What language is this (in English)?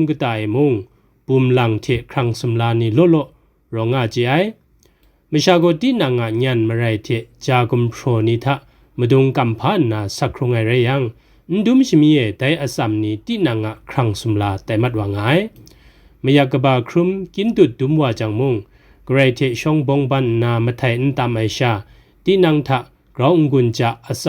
Kachin